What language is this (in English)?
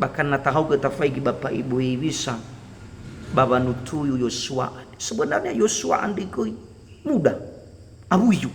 Nias